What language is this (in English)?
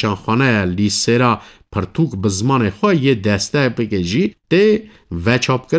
Kurdish